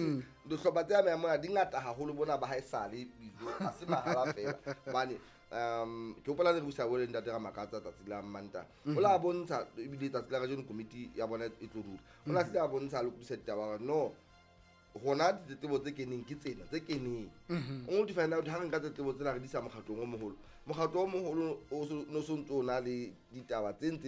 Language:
Southern Sotho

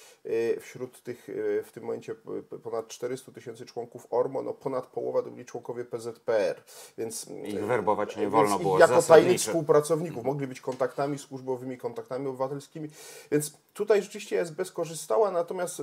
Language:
Polish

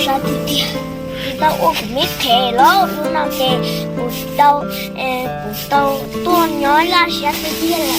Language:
Hmong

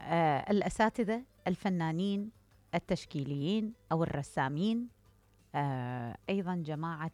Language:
Mesopotamian Arabic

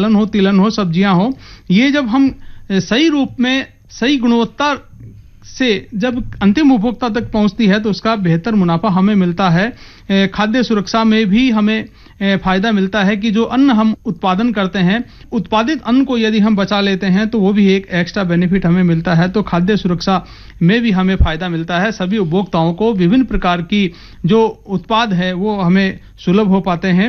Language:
Hindi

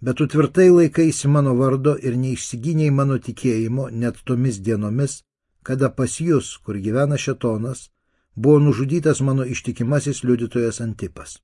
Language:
Lithuanian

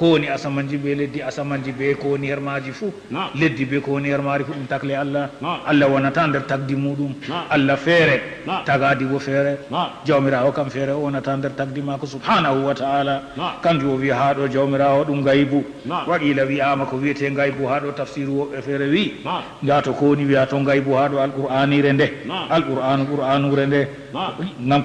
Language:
Fula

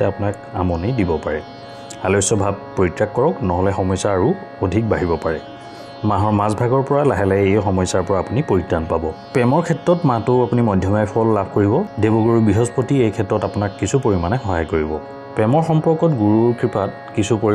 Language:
Assamese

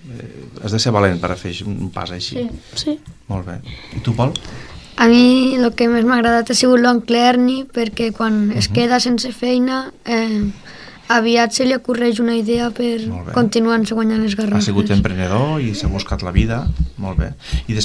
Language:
Catalan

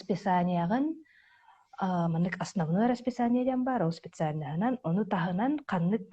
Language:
Yakut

